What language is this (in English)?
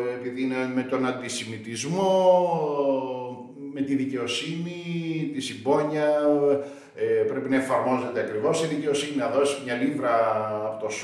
Greek